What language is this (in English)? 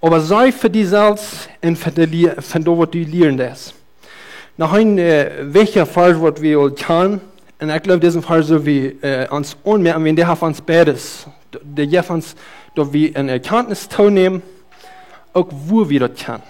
Plautdietsch